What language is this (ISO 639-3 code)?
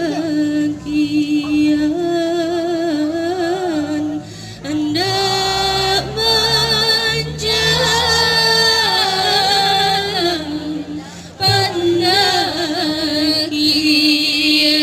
min